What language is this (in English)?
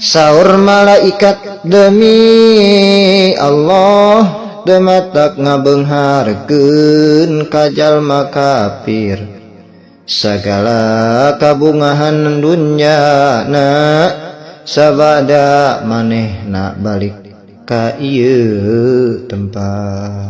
Sundanese